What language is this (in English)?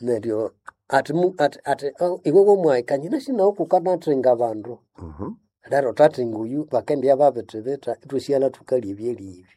Nande